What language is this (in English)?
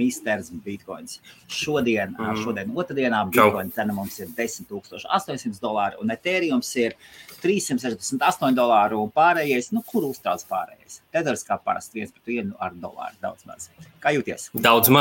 Latvian